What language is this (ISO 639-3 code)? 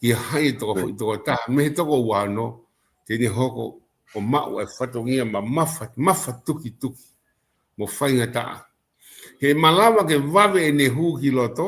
ton